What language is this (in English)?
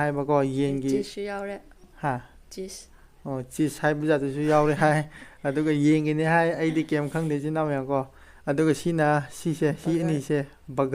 Manipuri